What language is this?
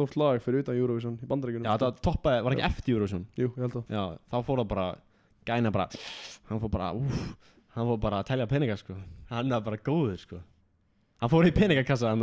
Icelandic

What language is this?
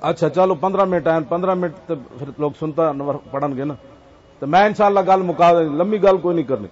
Western Panjabi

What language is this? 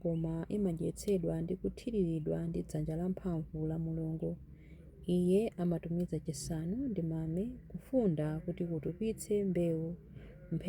Nyanja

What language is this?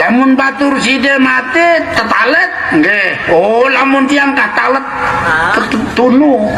Sasak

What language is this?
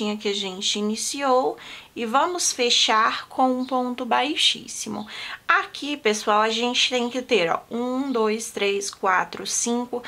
Portuguese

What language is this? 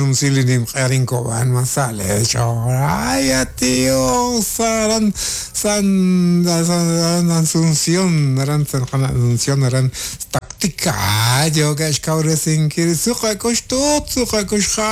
Kekchí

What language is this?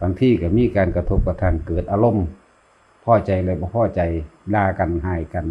Northeastern Thai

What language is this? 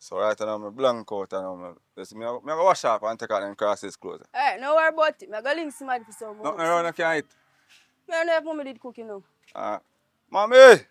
Jamaican Creole English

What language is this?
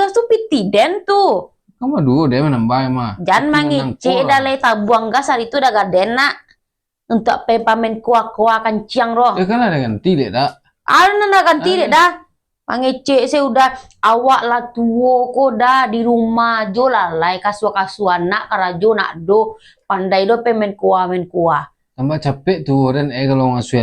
Minangkabau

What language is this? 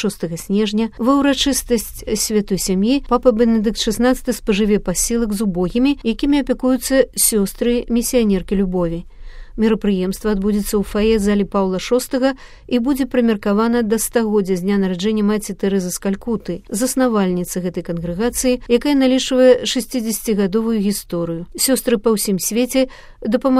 Belarusian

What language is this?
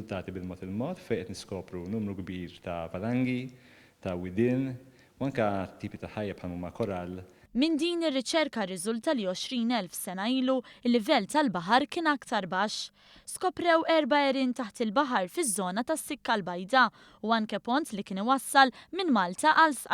Maltese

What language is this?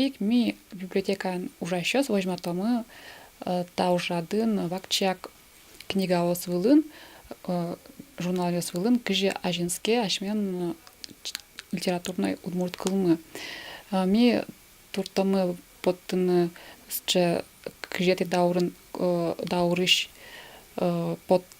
Udmurt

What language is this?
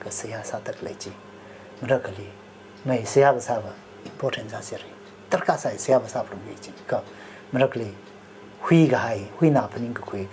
Tangkhul Naga (India)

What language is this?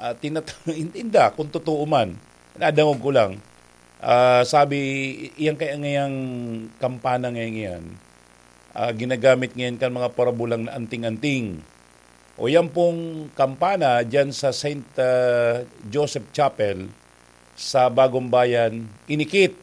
Bikol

